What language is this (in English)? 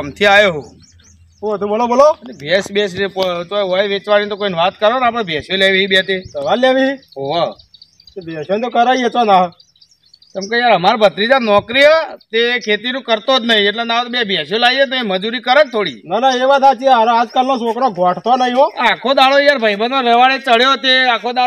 Gujarati